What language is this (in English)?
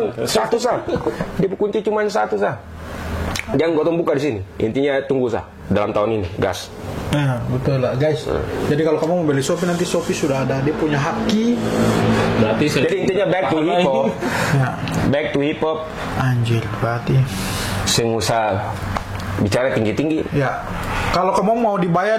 Ambonese Malay